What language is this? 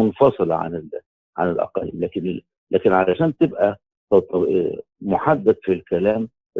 Egyptian Arabic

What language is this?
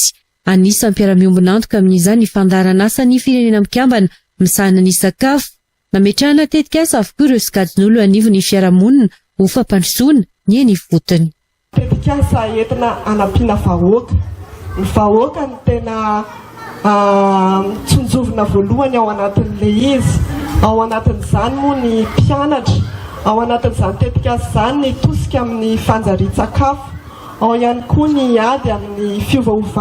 Malagasy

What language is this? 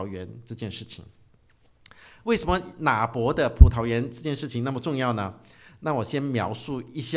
Chinese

